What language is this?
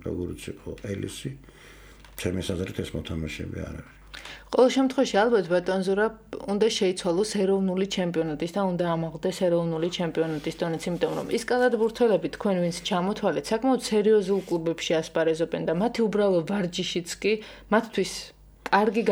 Georgian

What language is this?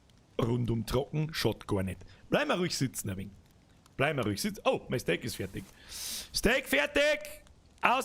Bavarian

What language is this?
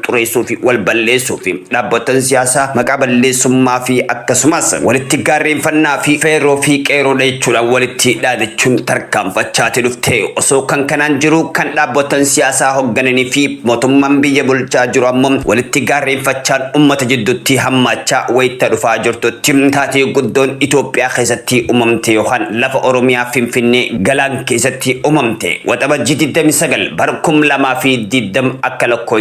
Oromo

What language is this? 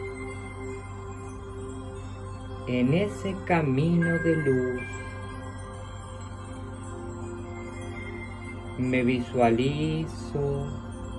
Spanish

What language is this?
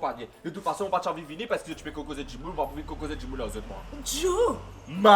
Morisyen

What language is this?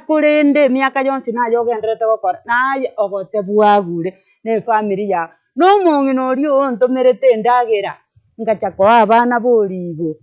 Gusii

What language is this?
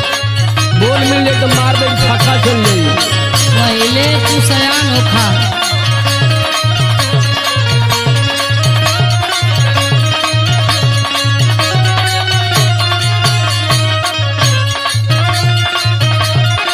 Bhojpuri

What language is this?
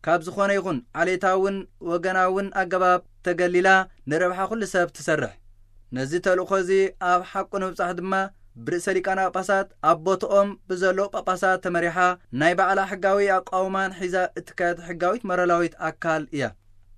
Tigrinya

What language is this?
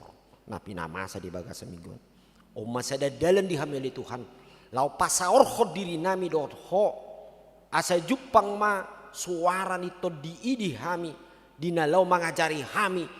Batak Toba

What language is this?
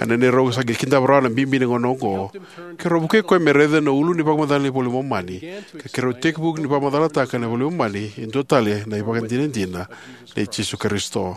Fijian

